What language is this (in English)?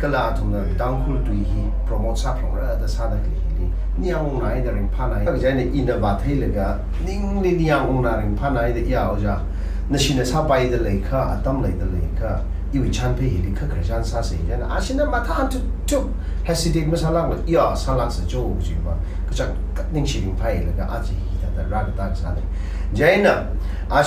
Tangkhul Naga (India)